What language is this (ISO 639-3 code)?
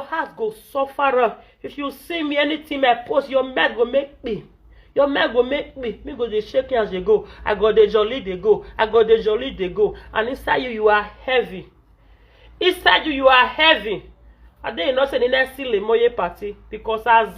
pcm